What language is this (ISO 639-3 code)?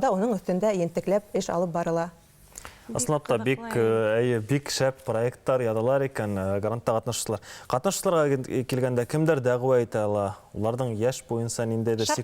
bak